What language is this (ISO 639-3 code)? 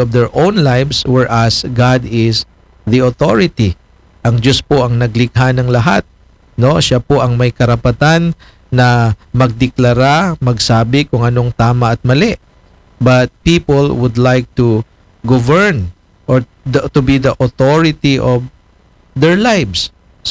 fil